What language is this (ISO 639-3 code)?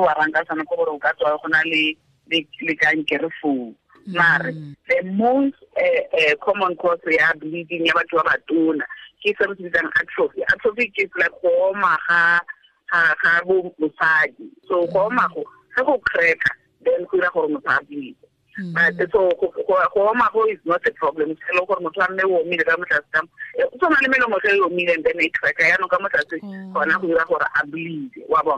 tsn